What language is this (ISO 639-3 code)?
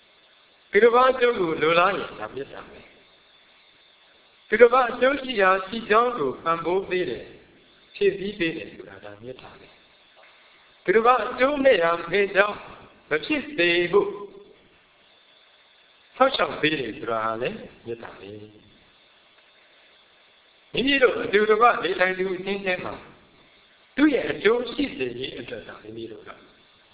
mya